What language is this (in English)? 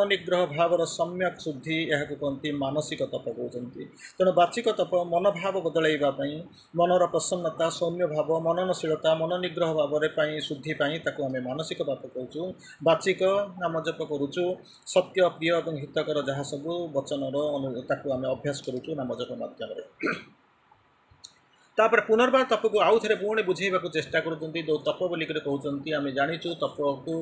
Odia